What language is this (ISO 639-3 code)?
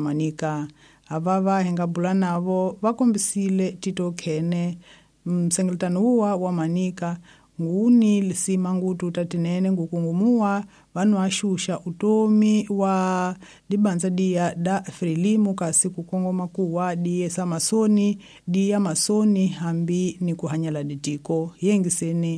tso